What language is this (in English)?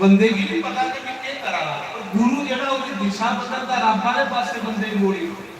Dogri